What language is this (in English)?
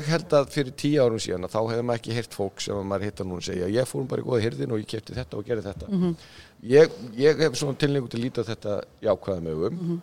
Icelandic